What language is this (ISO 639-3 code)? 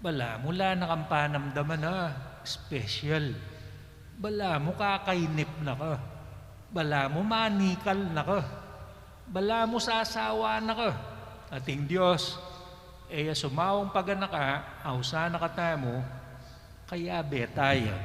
pam